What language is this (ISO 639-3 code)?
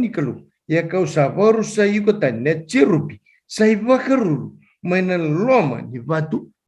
fij